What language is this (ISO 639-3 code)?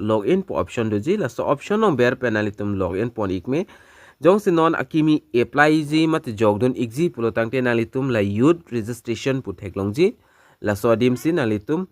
mjw